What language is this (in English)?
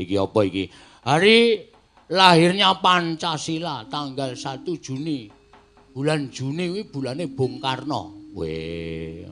Javanese